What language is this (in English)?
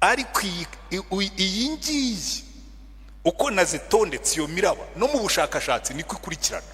Kinyarwanda